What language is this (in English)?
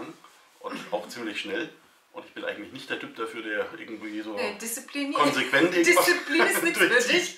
German